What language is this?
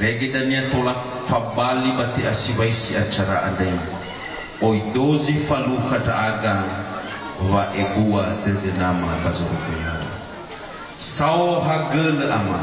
Nias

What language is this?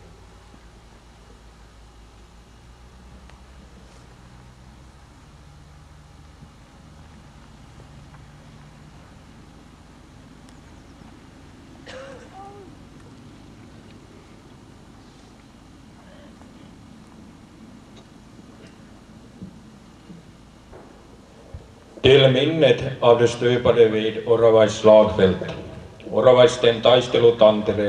Swedish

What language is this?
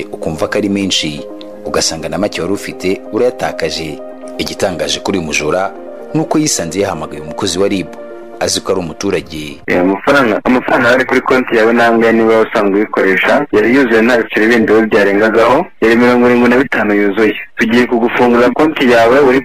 Kinyarwanda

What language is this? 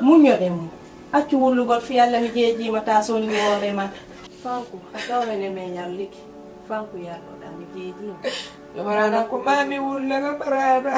Fula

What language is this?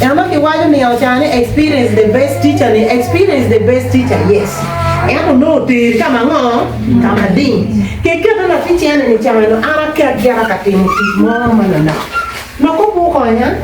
Acoli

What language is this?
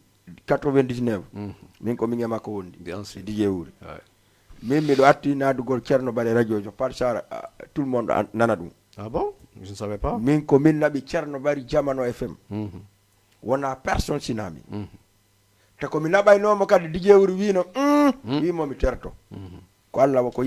Fula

